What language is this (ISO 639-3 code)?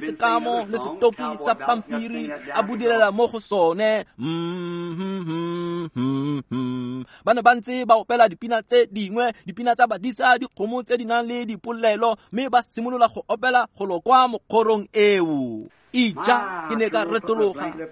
tsn